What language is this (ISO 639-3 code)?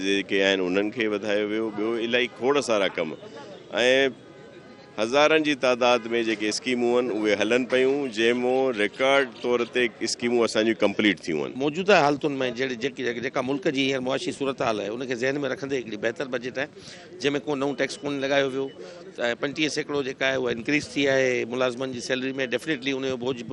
snd